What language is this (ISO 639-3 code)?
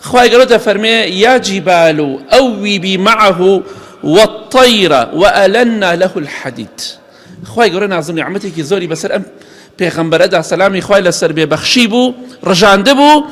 ckb